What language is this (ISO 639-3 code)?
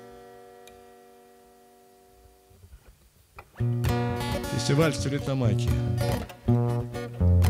rus